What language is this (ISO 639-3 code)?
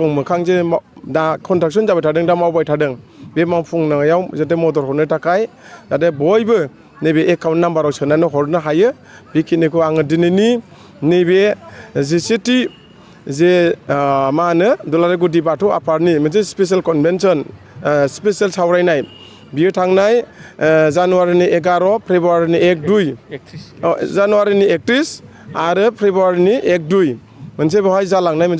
brx